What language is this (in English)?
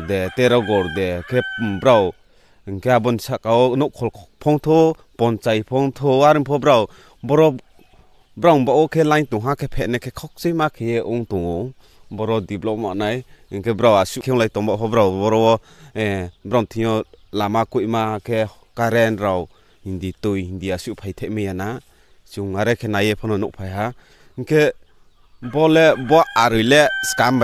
Riang (India)